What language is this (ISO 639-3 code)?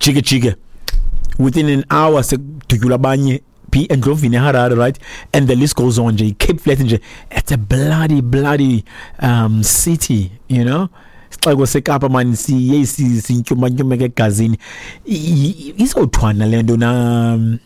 xho